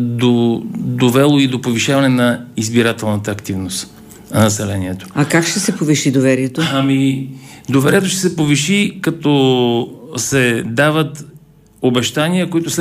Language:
Bulgarian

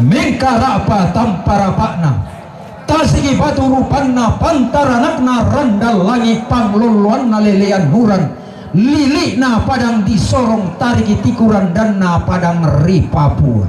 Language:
Toraja-Sa'dan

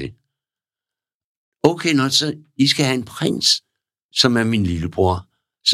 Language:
Danish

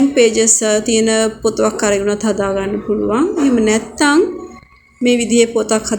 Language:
Sinhala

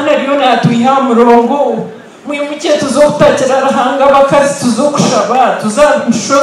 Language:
Nyankole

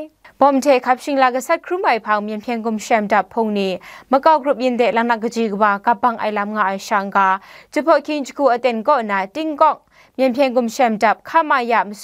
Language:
Kachin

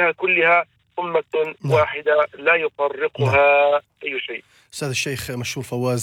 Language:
Arabic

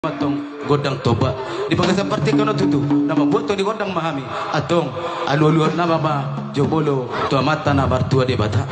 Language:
Batak Toba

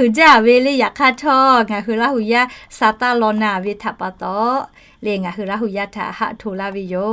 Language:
Lahu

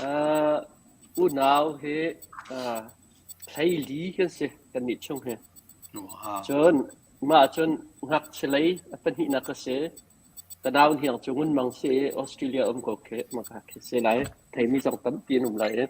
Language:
Hakha Chin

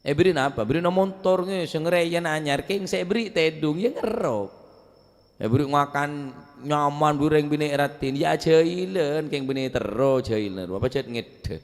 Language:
Madurese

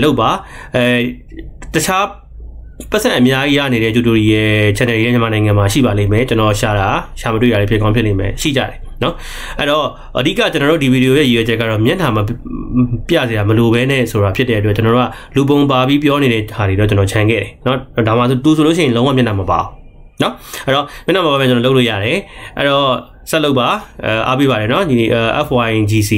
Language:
Burmese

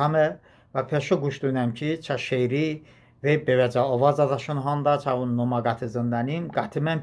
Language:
Talysh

